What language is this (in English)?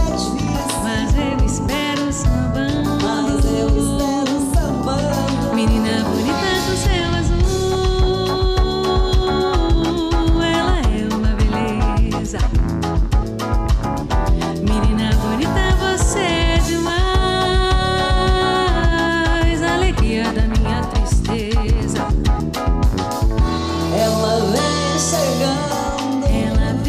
Portuguese